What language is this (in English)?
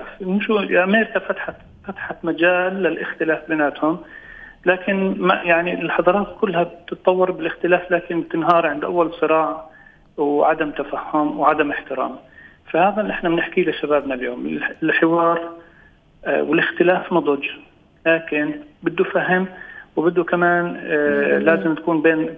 North Levantine Arabic